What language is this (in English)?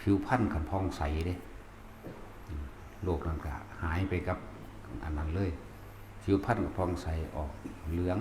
Lao